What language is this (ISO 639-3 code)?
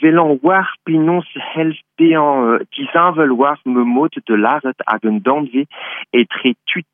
bre